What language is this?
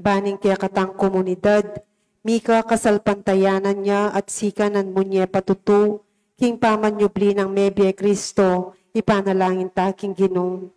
Pampanga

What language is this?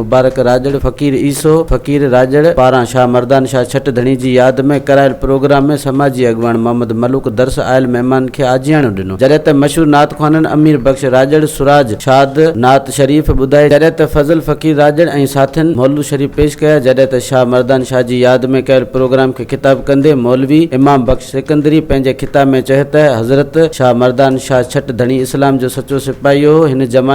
Sindhi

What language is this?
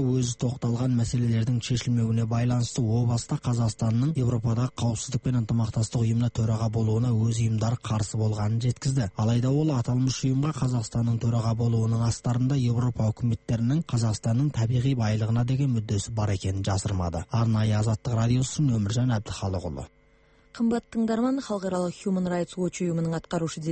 Kazakh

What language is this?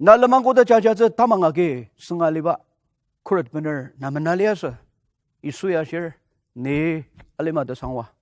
Ao Naga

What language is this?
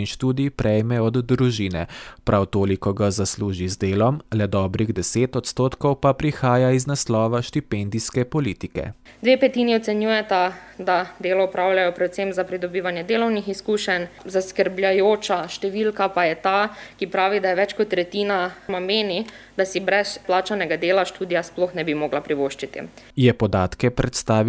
Slovenian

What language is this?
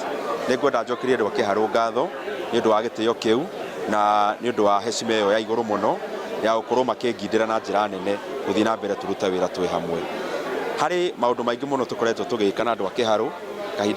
Kikuyu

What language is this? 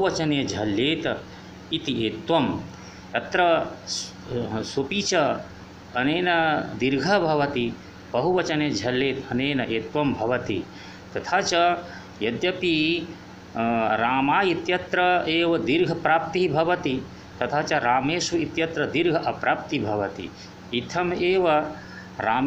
Sanskrit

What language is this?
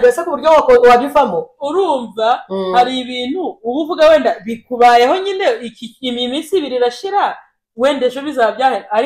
Kinyarwanda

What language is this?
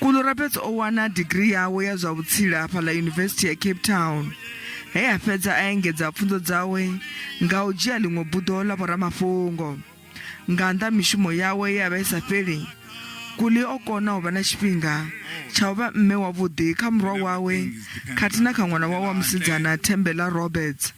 Venda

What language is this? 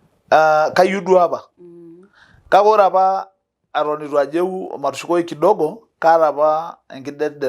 Masai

